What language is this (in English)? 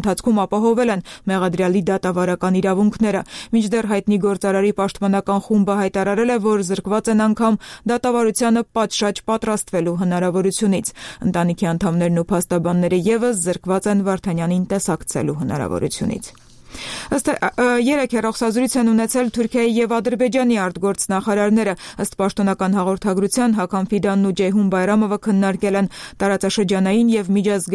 Armenian